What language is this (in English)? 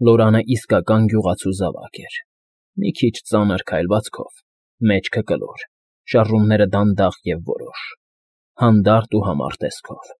Armenian